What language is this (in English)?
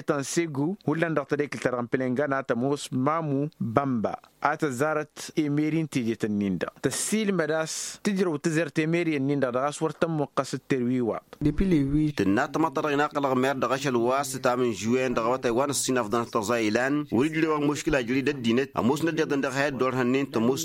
Tamasheq